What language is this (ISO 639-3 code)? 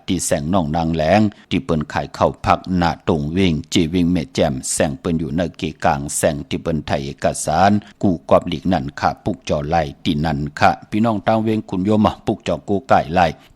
shn